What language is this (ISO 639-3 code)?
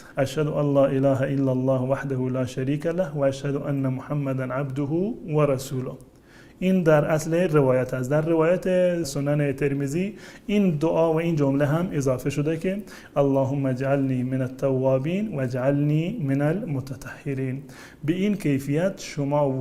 fas